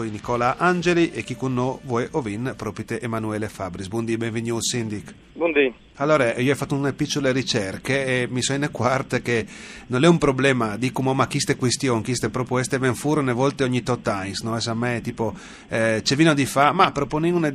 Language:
Friulian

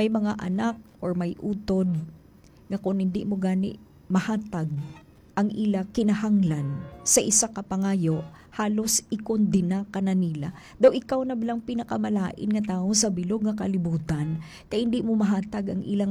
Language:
Hiligaynon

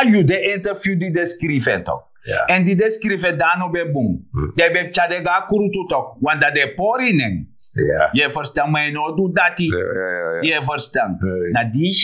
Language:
Sranan Tongo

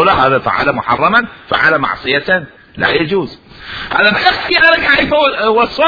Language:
Mesopotamian Arabic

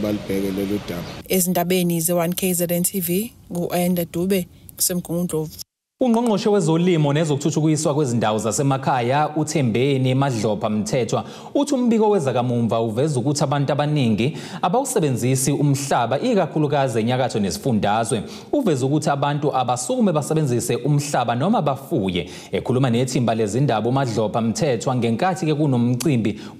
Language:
Zulu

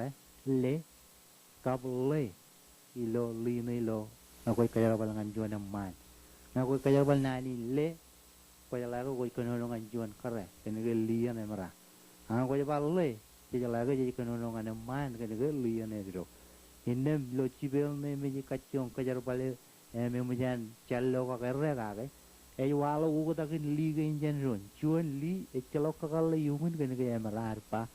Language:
Marshallese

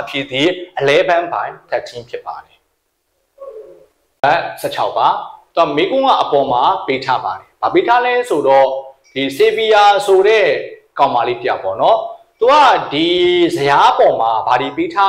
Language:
Burmese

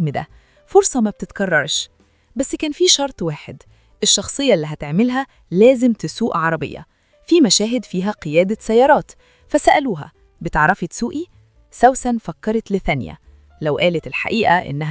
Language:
Egyptian Arabic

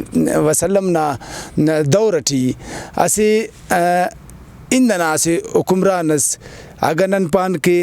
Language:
Brahui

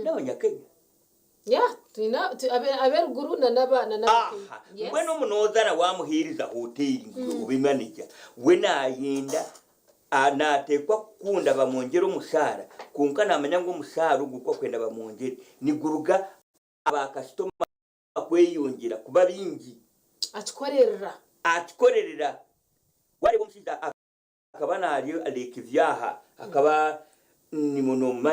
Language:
Nyankole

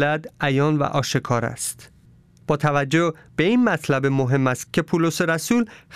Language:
Persian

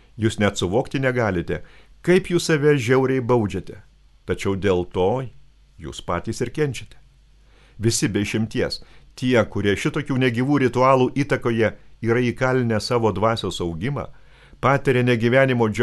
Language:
Lithuanian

